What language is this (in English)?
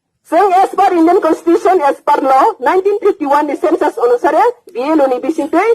Riang (India)